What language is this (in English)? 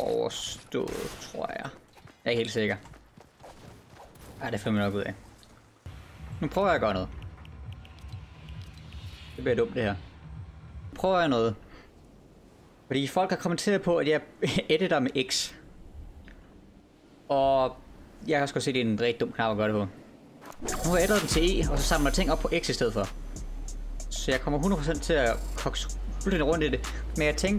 Danish